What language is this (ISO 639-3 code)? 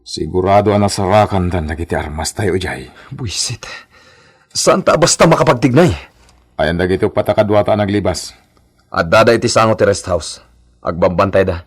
ilo